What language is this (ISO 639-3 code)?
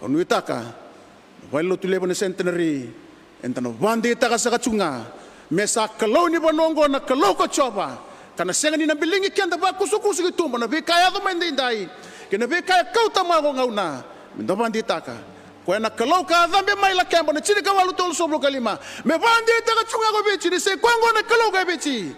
fij